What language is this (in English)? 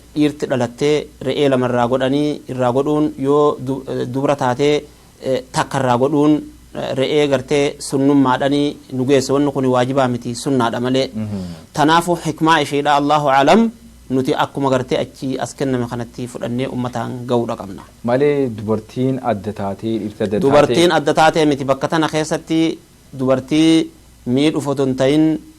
Oromo